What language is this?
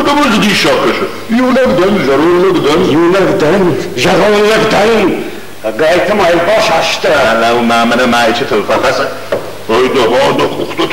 Ossetic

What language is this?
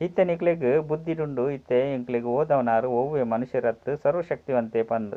Tulu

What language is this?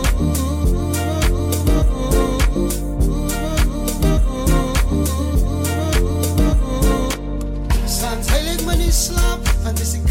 Afrikaans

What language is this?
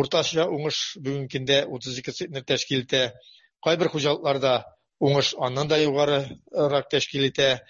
Tatar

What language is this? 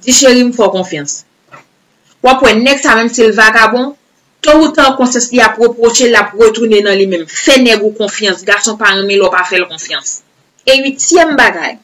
Haitian Creole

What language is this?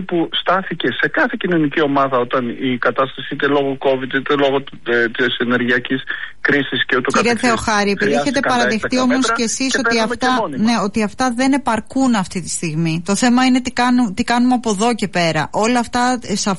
Greek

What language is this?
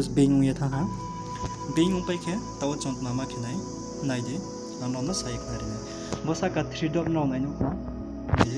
Riang (India)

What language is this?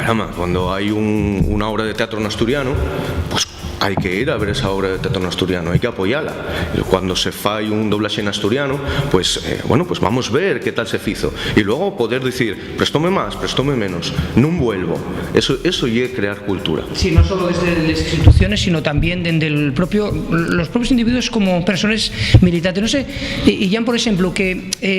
Asturian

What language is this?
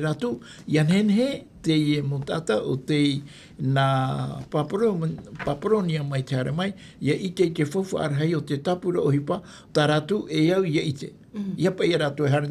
Tahitian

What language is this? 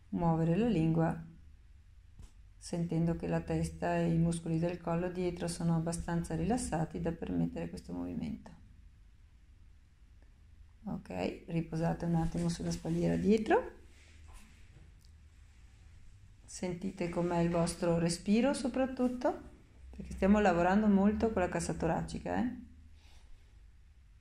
Italian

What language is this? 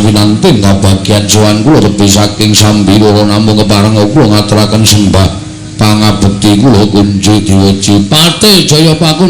Javanese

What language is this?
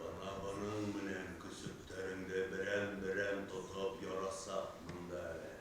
Bashkir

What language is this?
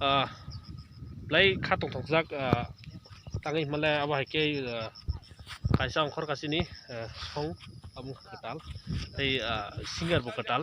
Kok Borok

